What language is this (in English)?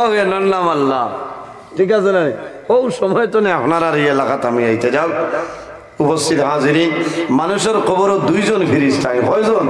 Sylheti